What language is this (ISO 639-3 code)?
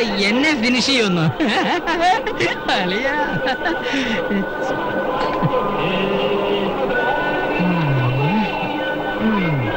mal